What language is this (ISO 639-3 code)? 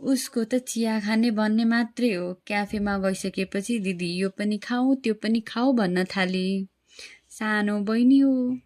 nep